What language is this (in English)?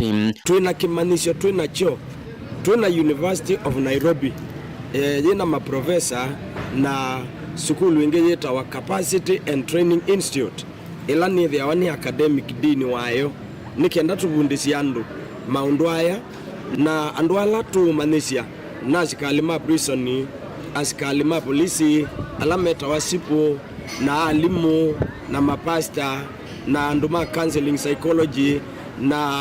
Kamba